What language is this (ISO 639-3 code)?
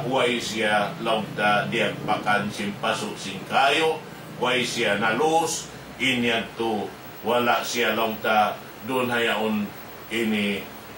tsg